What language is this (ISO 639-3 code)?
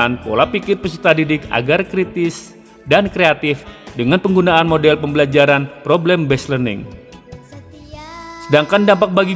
ind